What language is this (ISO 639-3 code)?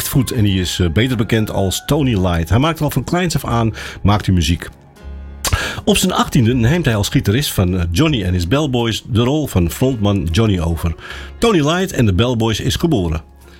nld